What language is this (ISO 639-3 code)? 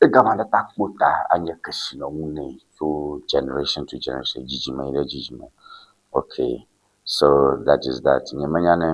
ewe